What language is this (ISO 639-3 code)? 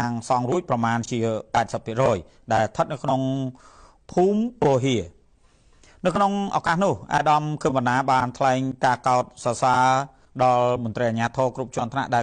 khm